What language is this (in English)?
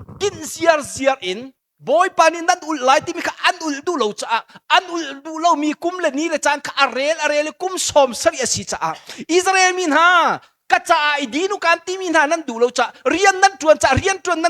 Hakha Chin